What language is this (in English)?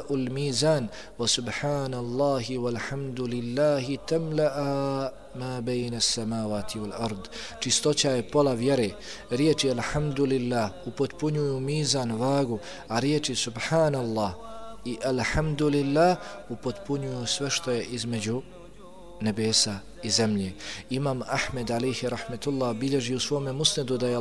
Bosnian